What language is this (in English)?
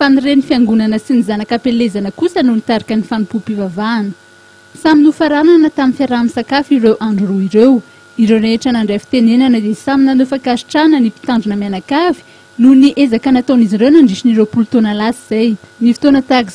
Malagasy